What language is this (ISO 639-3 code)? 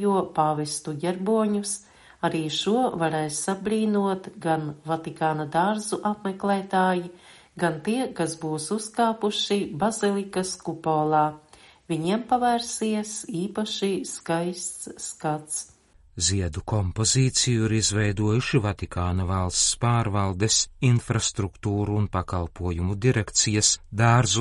lav